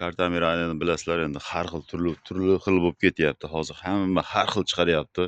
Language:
Uzbek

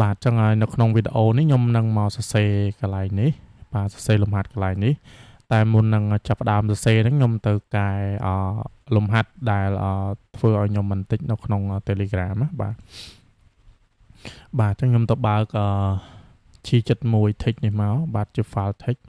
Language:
Khmer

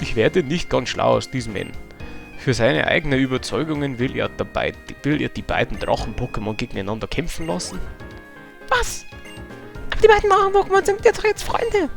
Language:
Bavarian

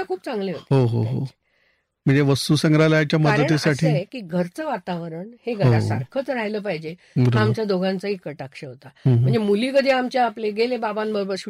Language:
Marathi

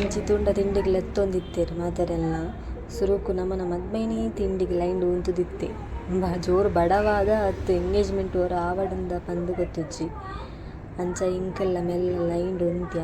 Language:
Tulu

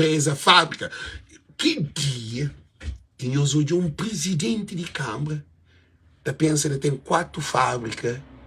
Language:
Kabuverdianu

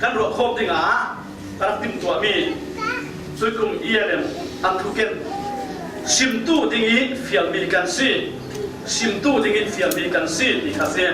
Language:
Falam Chin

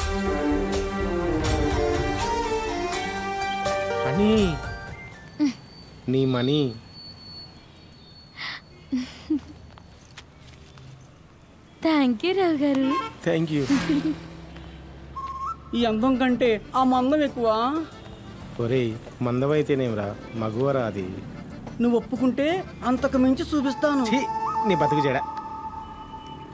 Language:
Telugu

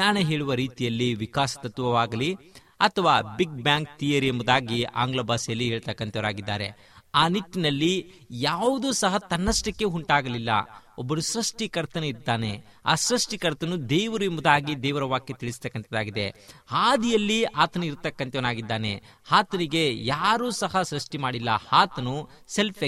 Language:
Kannada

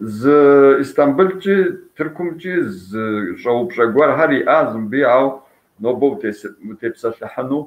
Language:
Kabardian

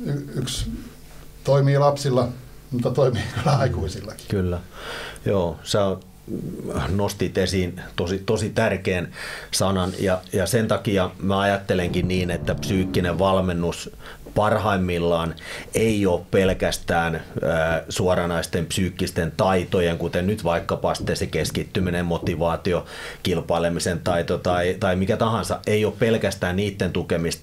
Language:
Finnish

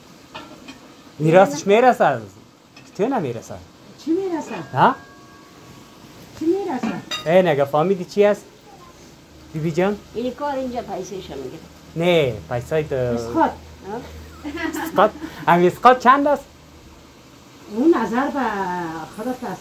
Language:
Persian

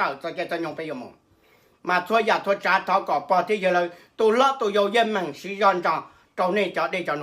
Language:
Hmong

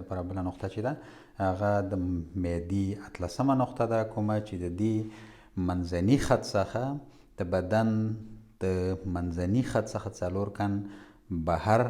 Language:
Pashto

